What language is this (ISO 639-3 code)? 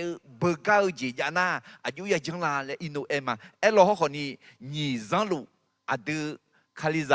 ahk